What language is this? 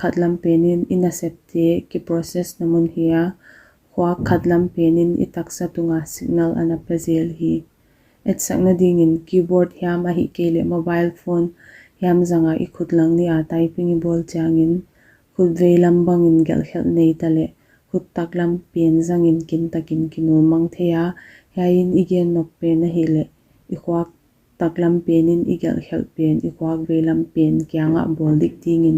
Paite Chin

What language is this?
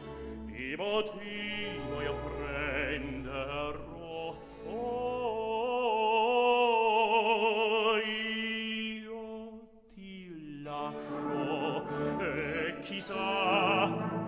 Italian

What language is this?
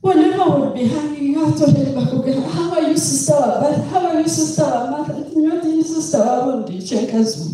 Nyankole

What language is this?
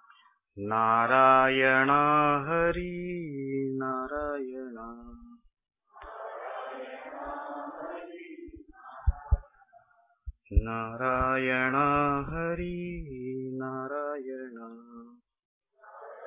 Marathi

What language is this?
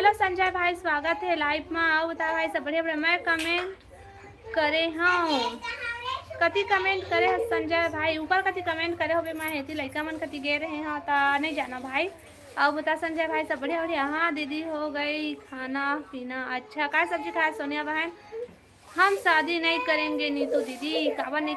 Chhattisgarhi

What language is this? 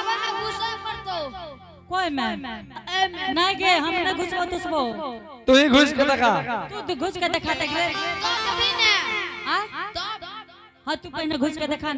Angika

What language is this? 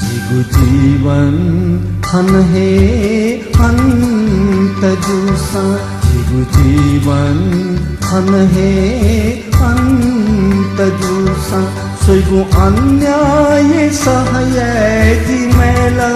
Newari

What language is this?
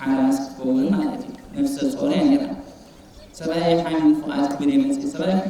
Tigrinya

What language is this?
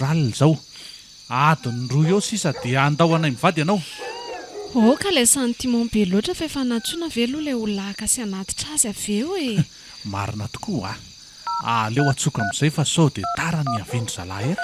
Malagasy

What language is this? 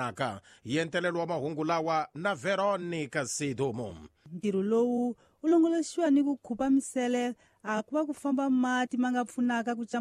Tsonga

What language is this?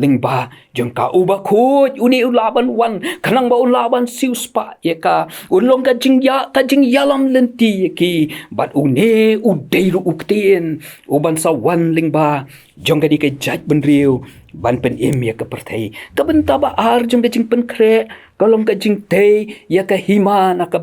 Khasi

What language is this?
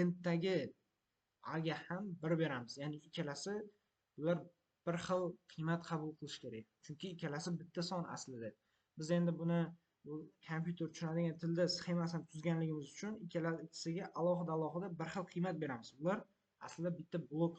Uzbek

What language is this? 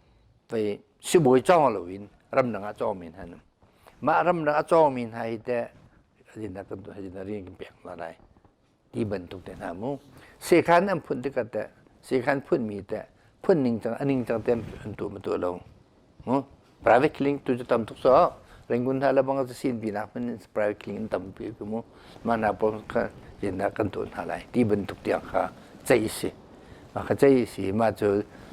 Hakha Chin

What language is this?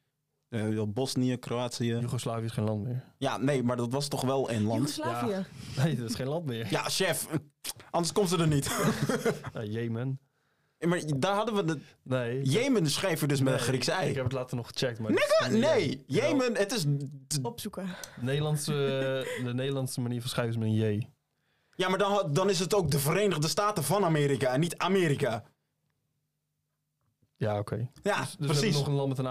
Dutch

